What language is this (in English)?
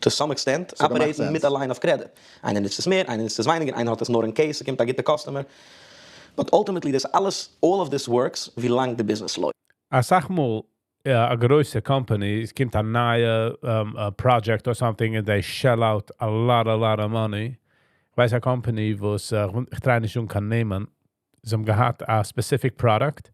Yiddish